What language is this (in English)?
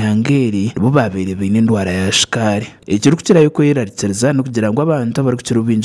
Nyankole